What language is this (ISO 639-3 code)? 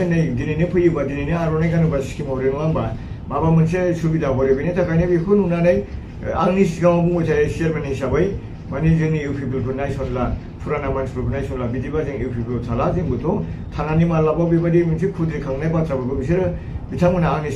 brx